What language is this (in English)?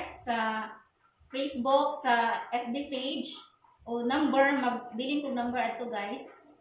Cebuano